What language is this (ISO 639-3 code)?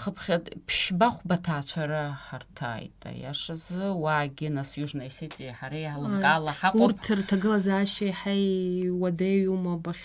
abk